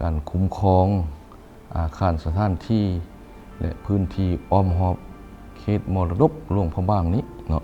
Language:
Lao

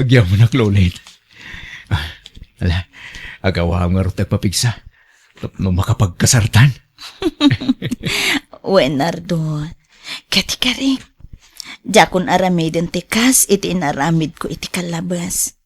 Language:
Iloko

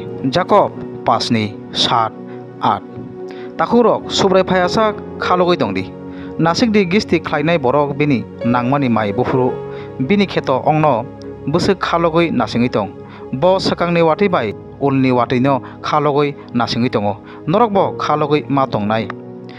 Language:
Kok Borok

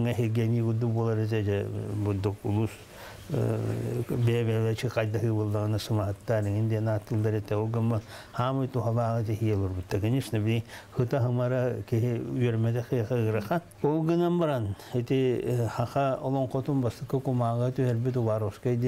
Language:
Yakut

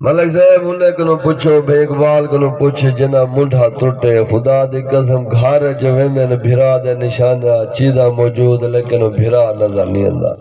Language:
Saraiki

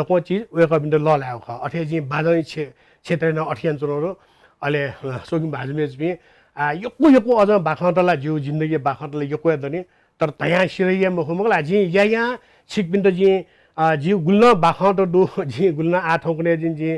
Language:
Newari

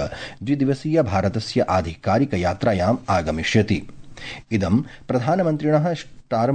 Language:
Sanskrit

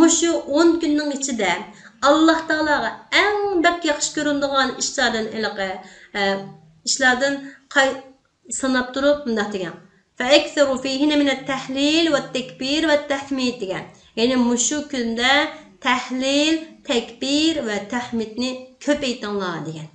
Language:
Uyghur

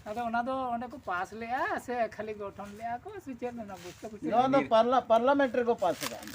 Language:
Santali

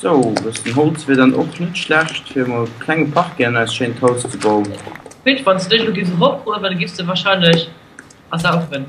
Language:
Luxembourgish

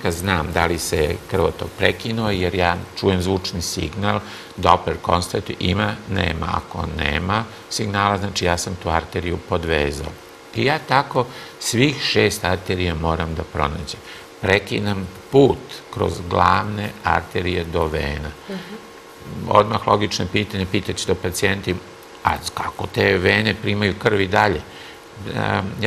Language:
Serbian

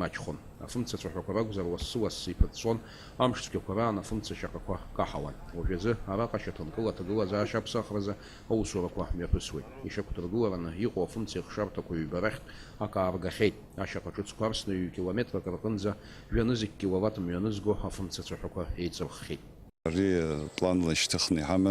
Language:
Abkhazian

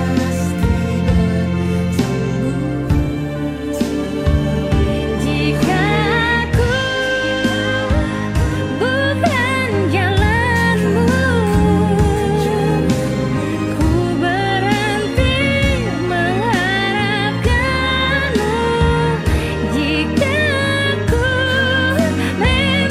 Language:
Indonesian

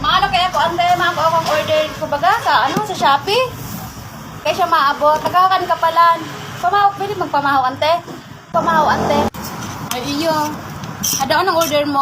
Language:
Bikol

